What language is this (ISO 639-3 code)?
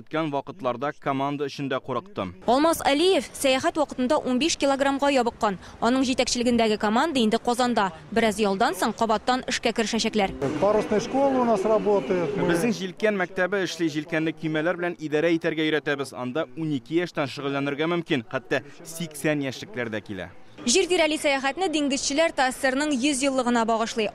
tat